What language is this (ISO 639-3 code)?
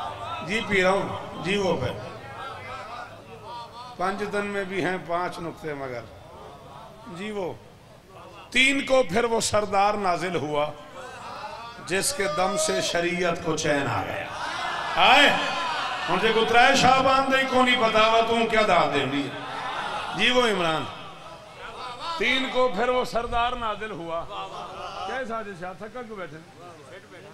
urd